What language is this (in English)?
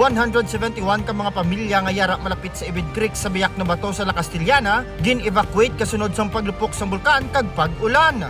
Hiligaynon